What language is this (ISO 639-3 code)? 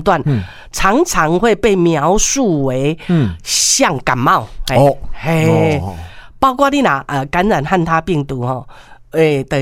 nan